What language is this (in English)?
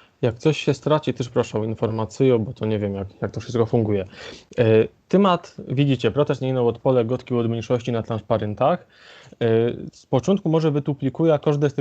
Silesian